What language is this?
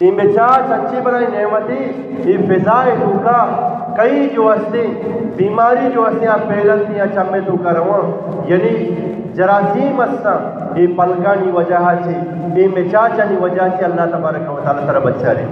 Eastern Balochi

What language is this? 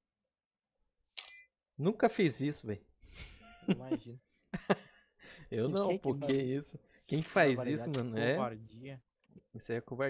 Portuguese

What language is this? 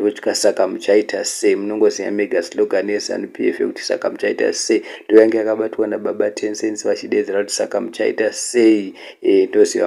Shona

